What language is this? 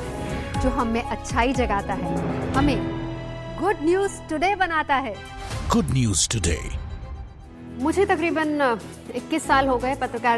Hindi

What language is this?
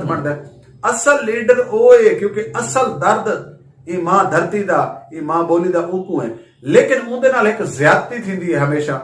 Saraiki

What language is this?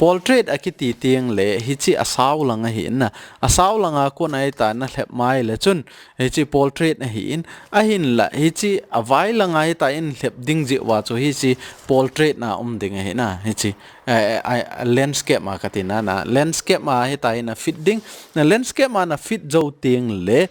Thado Chin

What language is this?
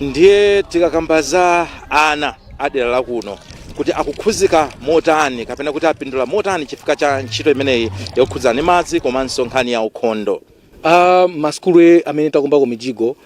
Nyanja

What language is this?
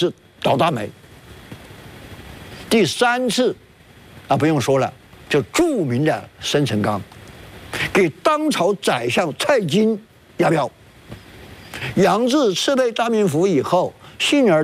Chinese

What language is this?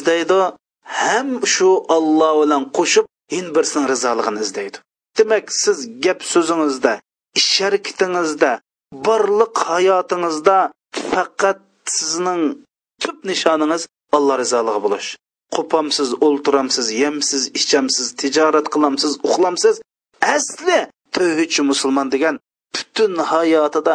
Uyghur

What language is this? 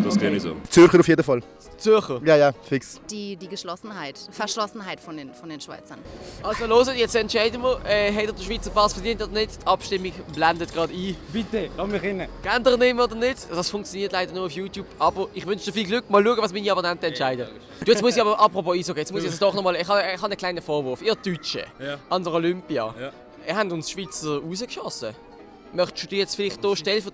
Swiss German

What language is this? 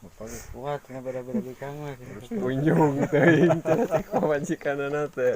Sundanese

